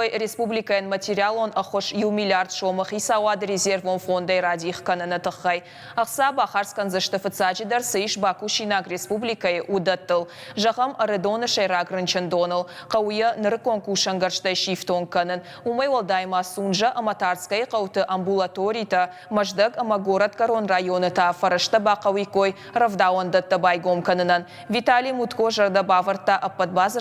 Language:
Ossetic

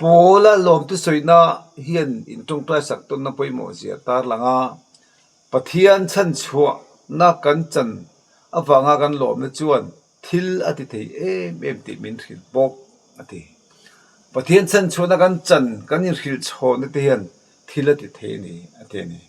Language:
Mizo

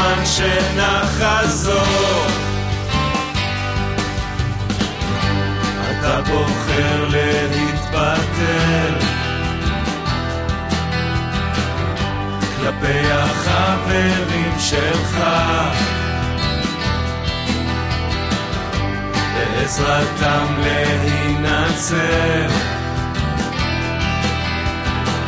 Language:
Hebrew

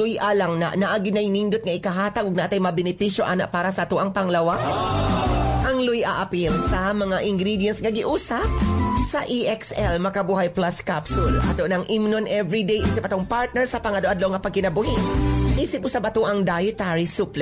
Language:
Cebuano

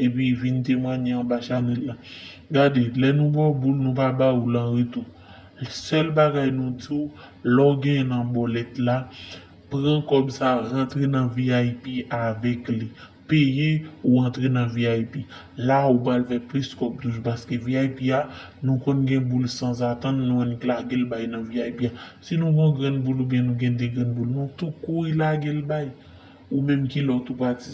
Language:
Haitian Creole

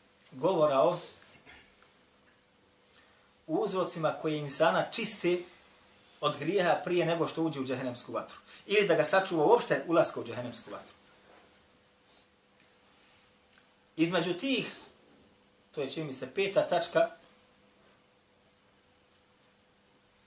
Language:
Bosnian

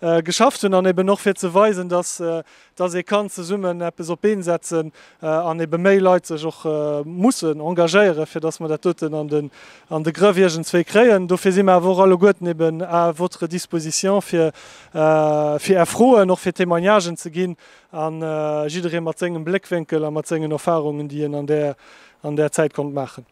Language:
Luxembourgish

